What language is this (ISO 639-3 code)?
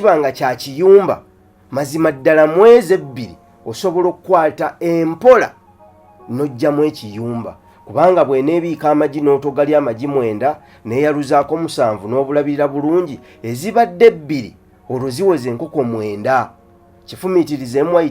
lug